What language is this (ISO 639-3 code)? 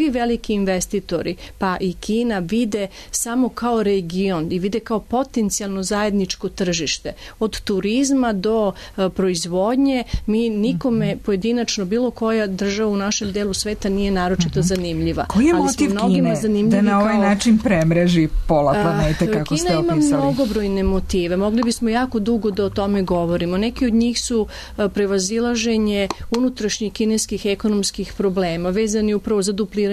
srp